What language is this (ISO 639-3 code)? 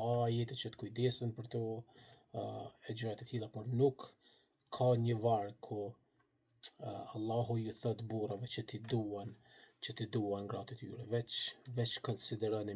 sqi